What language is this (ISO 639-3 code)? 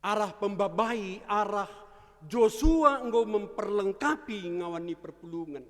btx